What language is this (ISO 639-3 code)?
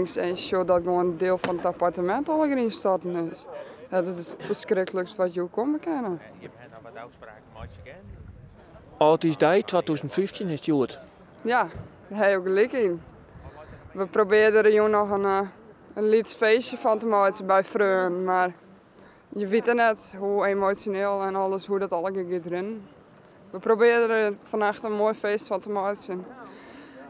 fry